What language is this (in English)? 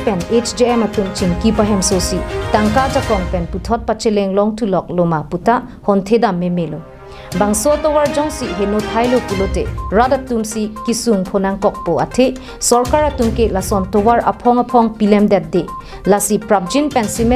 Karbi